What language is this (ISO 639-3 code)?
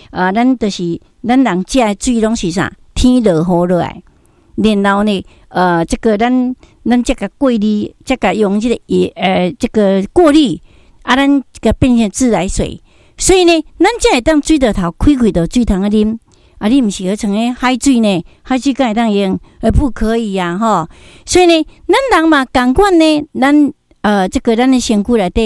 nan